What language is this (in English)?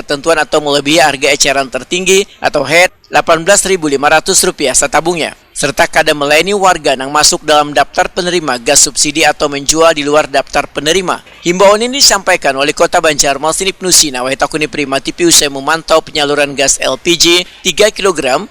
Banjar